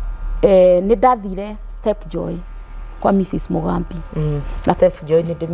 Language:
Kikuyu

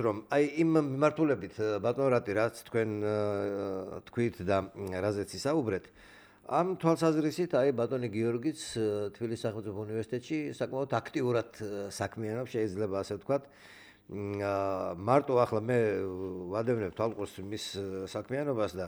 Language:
Georgian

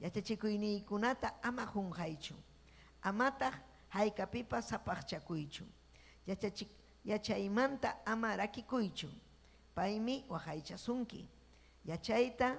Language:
Ayacucho Quechua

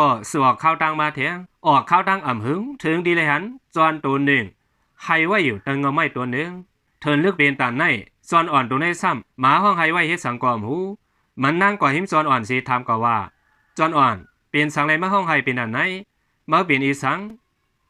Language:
Shan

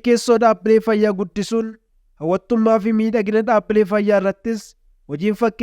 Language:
Oromo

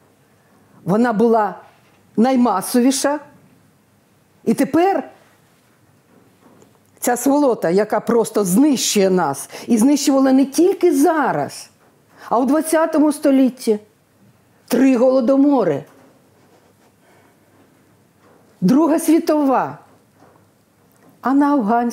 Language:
Ukrainian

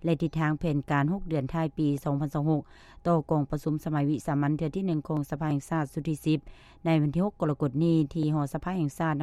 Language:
Lao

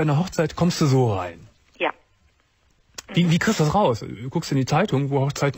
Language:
German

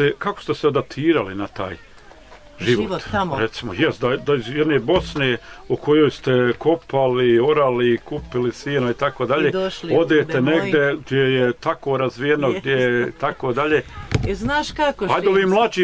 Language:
Bosnian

